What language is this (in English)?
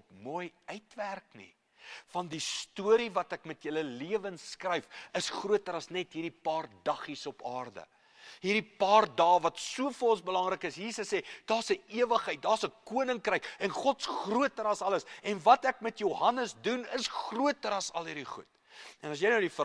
Afrikaans